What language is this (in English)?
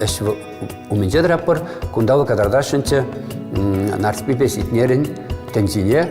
Chuvash